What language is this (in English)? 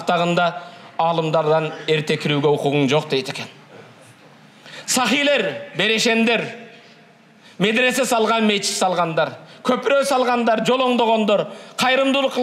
Kyrgyz